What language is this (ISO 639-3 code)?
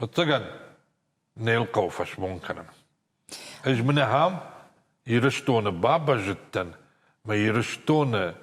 oss